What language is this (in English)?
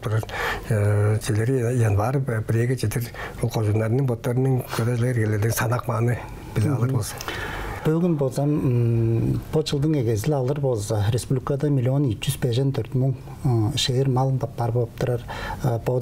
Tuvinian